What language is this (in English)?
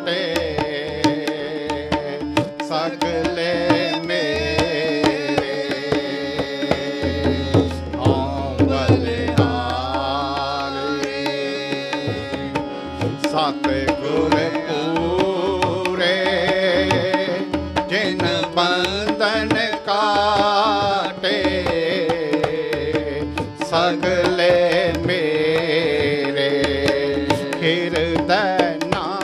Punjabi